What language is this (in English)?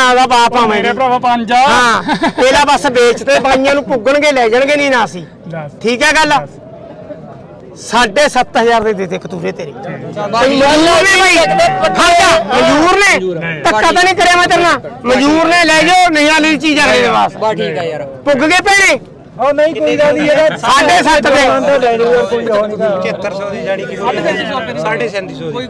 Punjabi